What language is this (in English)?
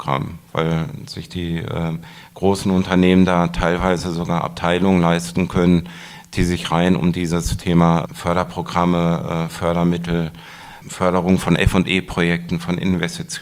German